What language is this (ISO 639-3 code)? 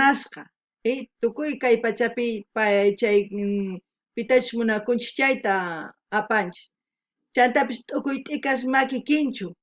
quh